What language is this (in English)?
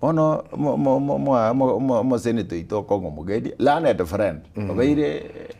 Gusii